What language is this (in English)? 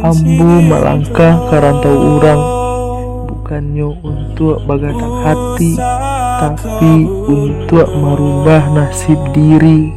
Minangkabau